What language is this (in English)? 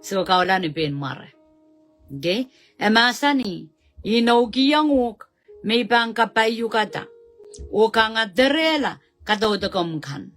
Pohnpeian